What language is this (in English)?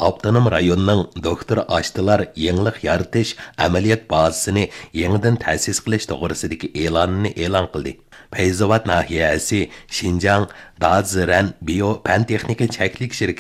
Uyghur